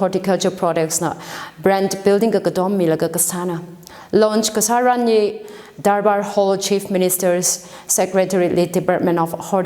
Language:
Tangkhul Naga (India)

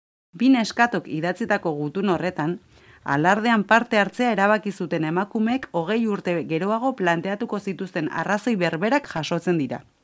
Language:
Basque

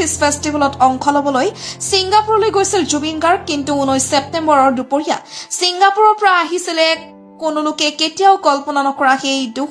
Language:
Assamese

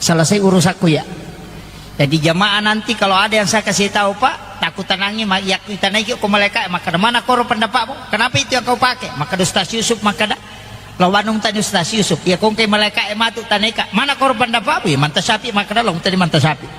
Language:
Buginese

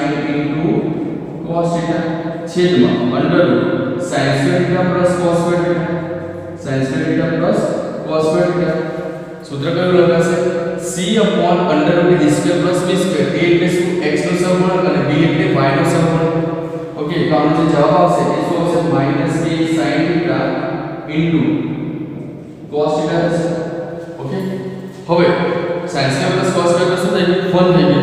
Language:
Gujarati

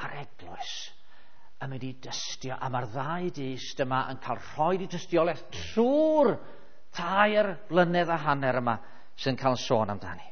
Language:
Welsh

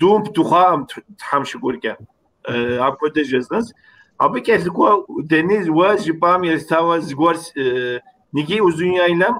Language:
Kabardian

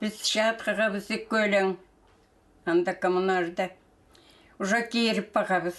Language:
Khakas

